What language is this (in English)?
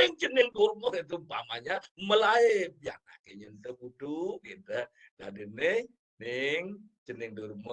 Balinese